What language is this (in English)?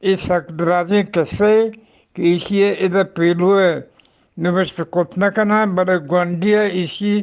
Eastern Balochi